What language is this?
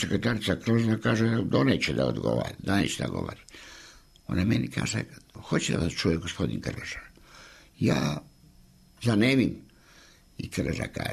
Serbian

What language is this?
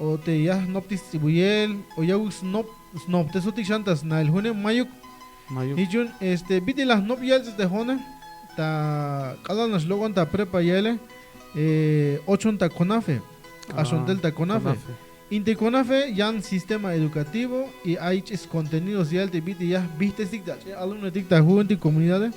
Tzeltal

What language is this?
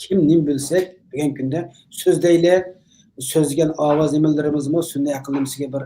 Uyghur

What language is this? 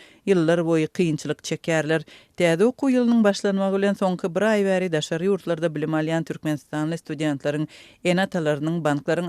Turkmen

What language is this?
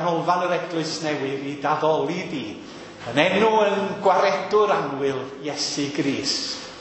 Welsh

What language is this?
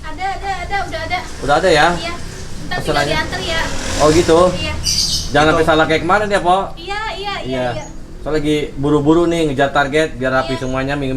Betawi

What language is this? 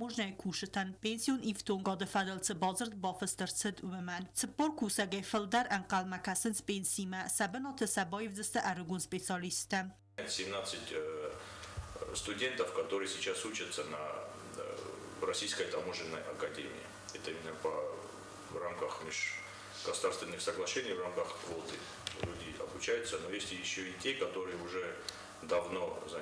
Ossetic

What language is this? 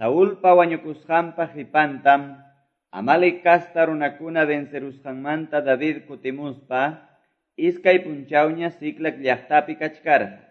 Quechua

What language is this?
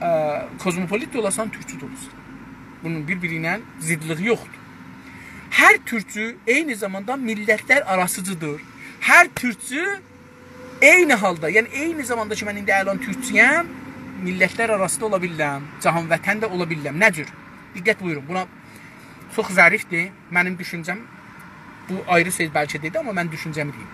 South Azerbaijani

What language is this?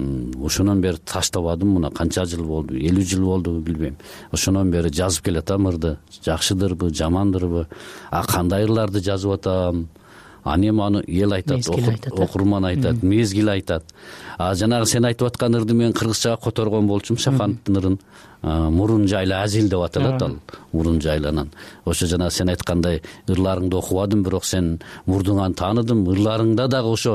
Kyrgyz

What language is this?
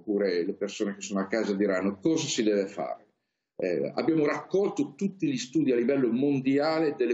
Italian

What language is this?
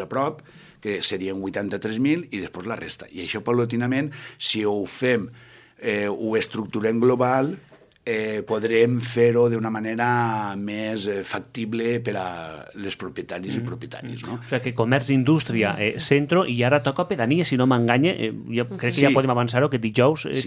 Catalan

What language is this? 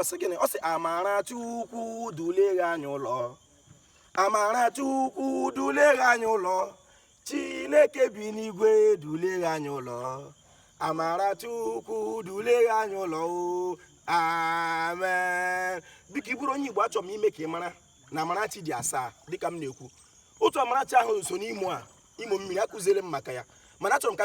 Igbo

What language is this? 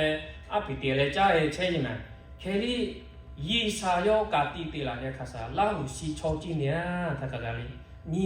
Lahu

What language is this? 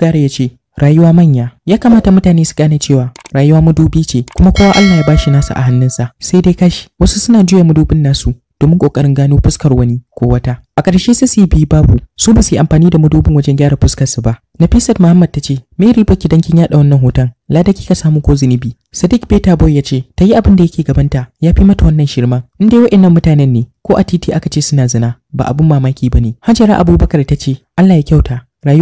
Hausa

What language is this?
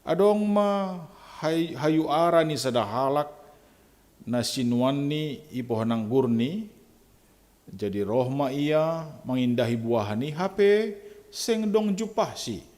Batak Simalungun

